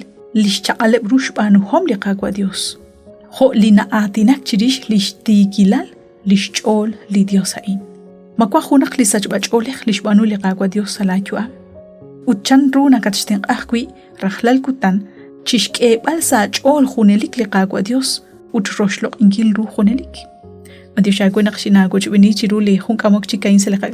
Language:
Kekchí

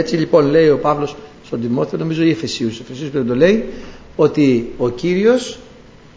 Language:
Greek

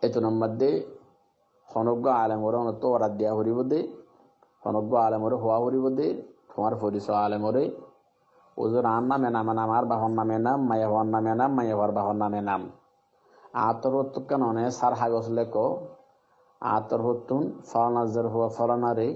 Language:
Rohingya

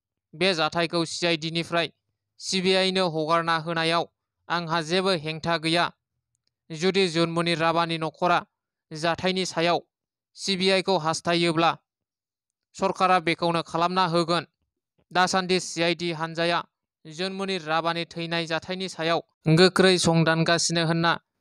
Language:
Bodo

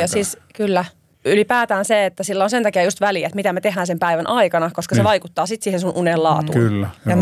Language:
Finnish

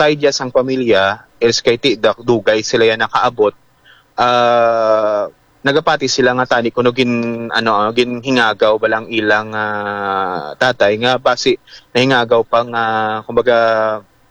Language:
Hiligaynon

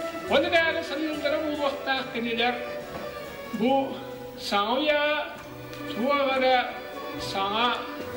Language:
Yakut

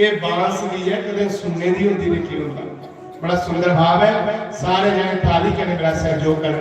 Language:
Dogri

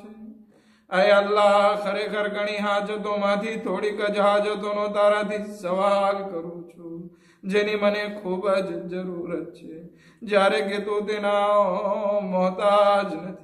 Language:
Gujarati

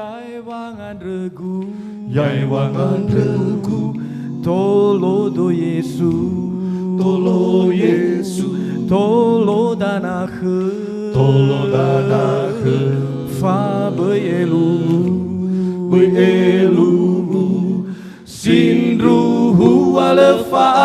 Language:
Nias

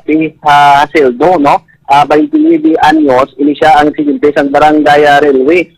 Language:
Hiligaynon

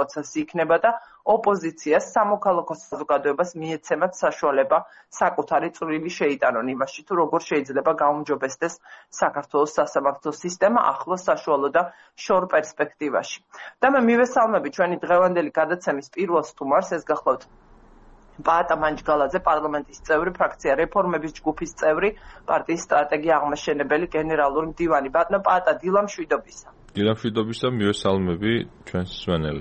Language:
Georgian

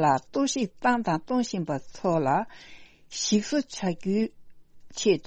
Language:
Tibetan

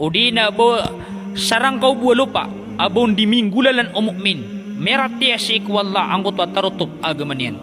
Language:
Maranao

